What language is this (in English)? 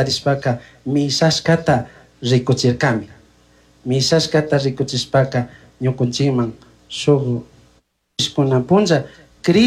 Chimborazo Highland Quichua